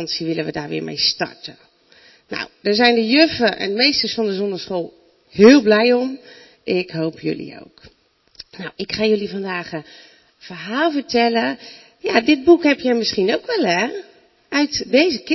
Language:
Dutch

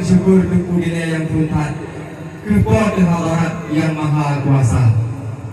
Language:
Achinese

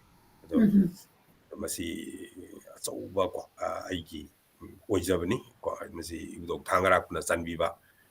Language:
Manipuri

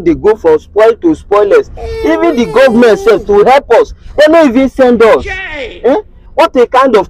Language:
Nigerian Pidgin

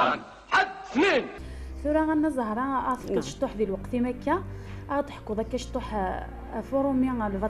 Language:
Kabyle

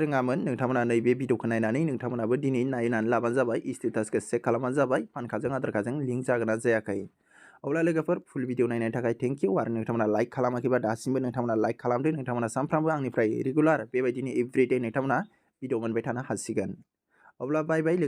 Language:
Bodo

